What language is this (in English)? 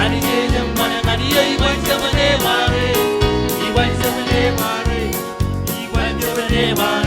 Marshallese